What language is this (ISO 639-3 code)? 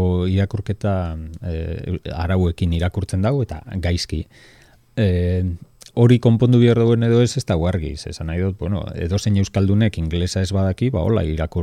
eus